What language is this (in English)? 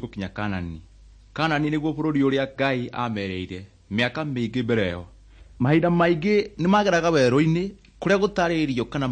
Kikuyu